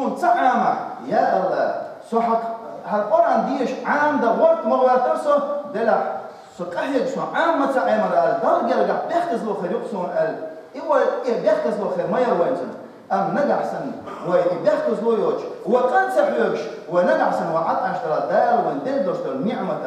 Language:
Chechen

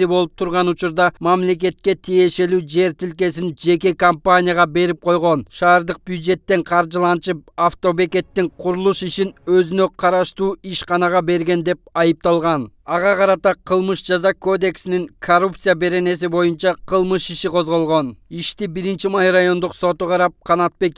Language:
Kyrgyz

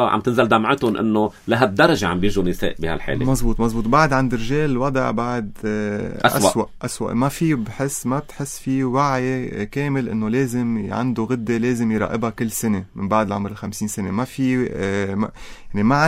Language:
North Levantine Arabic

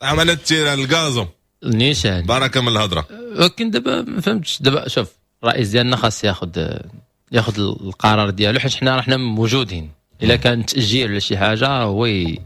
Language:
Moroccan Arabic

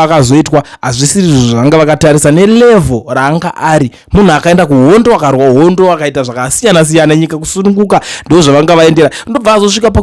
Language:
Shona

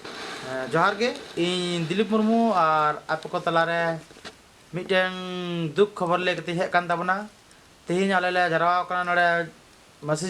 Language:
Santali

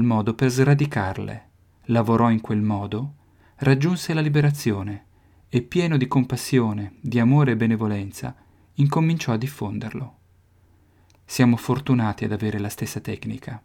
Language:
Italian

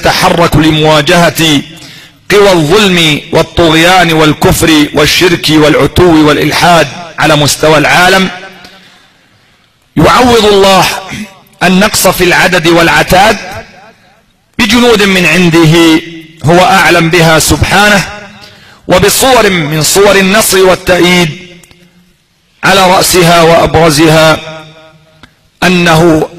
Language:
Arabic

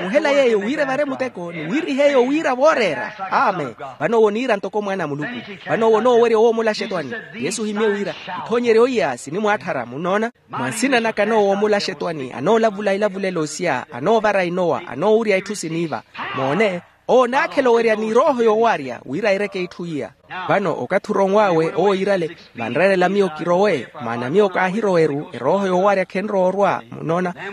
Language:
Makhuwa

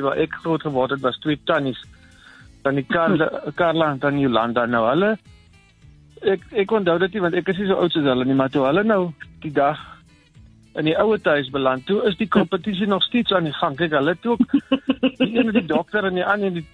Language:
Afrikaans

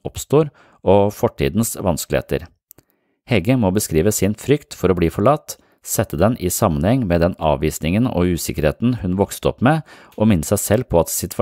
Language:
Norwegian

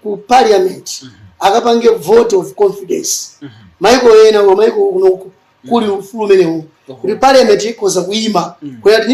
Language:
Nyanja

